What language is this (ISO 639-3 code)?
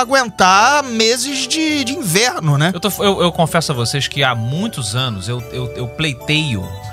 por